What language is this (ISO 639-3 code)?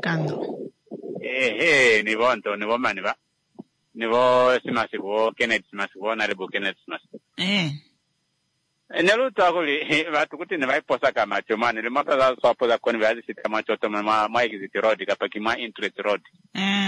swa